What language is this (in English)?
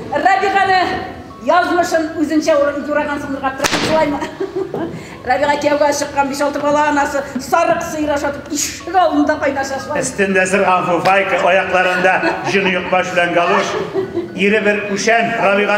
Tatar